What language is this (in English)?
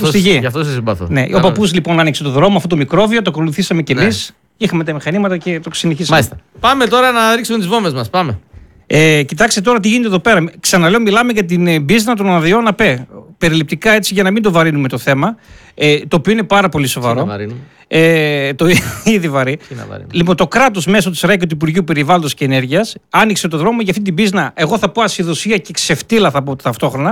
Greek